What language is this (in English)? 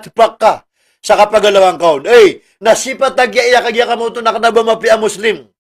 Maranao